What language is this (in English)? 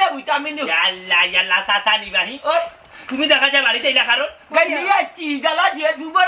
Sylheti